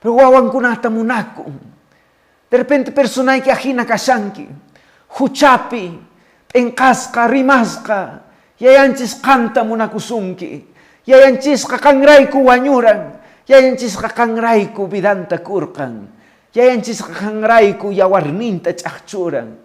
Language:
Quechua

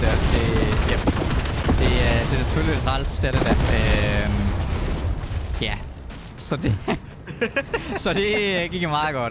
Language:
Danish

